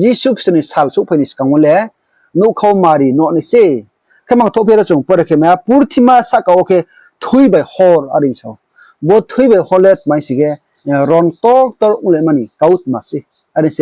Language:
Riang (India)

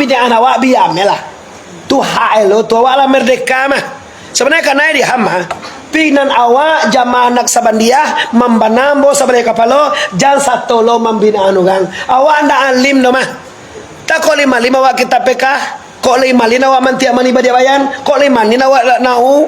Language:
Minangkabau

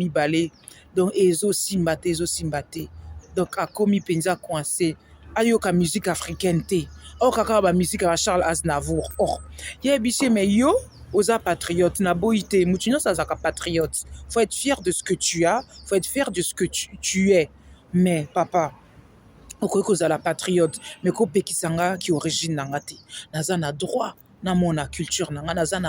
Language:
Lingala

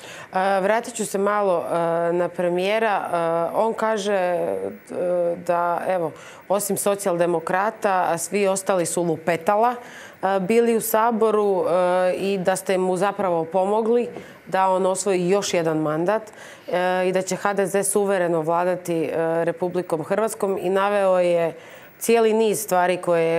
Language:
Croatian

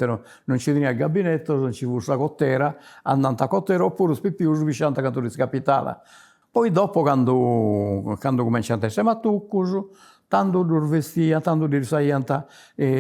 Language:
Sardinian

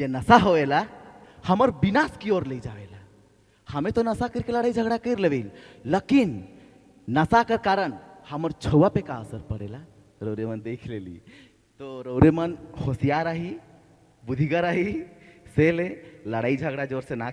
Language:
Sadri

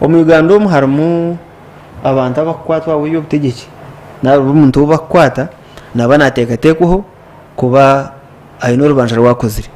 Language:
Nyankole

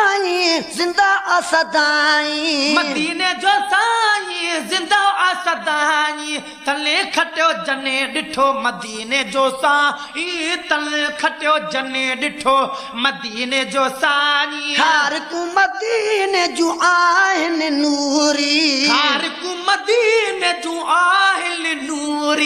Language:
Sindhi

